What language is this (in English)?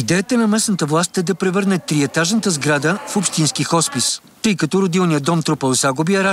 Bulgarian